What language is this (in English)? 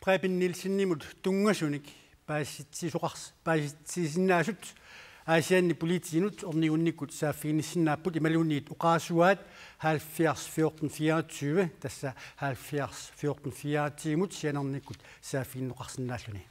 Kalaallisut